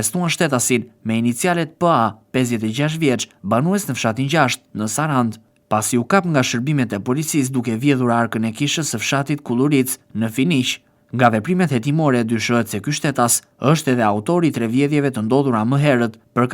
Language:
Albanian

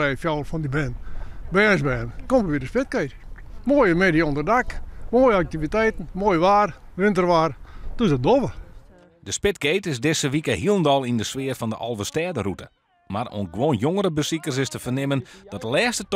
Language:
Western Frisian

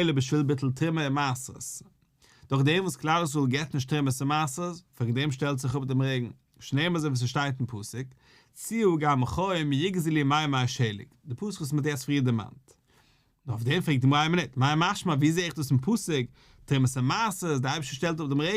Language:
Yiddish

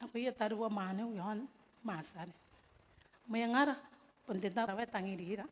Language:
Gilbertese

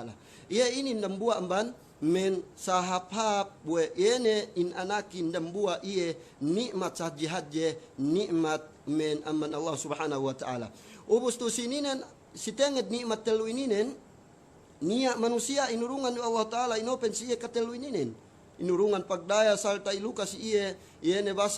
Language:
Yakan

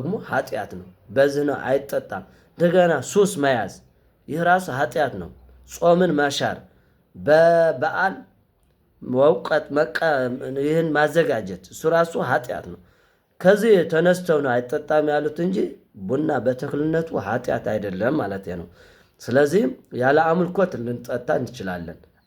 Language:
Amharic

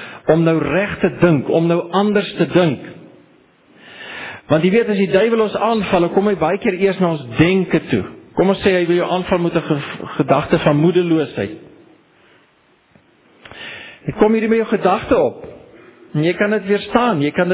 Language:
Afrikaans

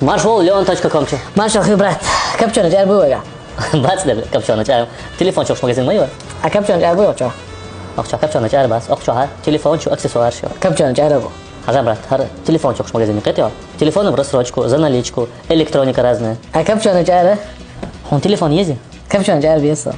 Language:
Chechen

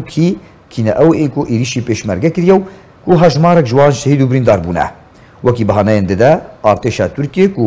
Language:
Kurdish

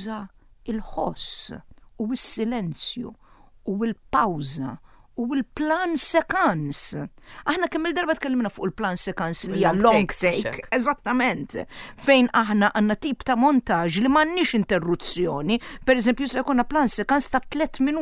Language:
Maltese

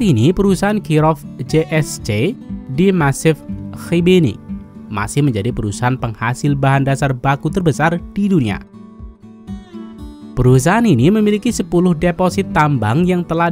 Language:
Indonesian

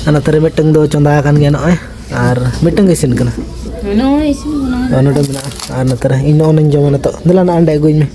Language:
Santali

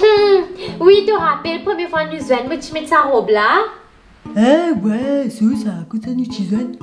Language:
Morisyen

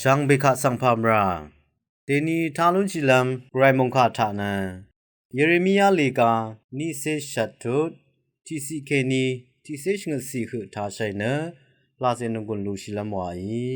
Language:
Rawang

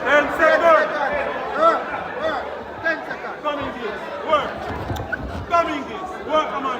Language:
Jamaican Creole English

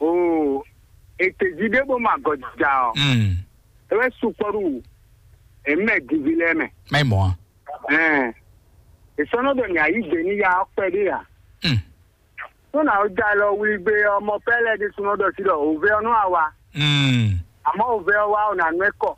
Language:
Fon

